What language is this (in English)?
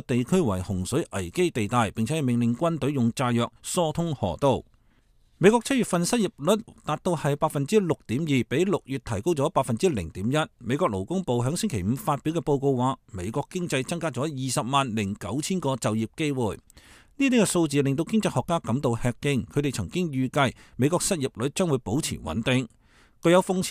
Cantonese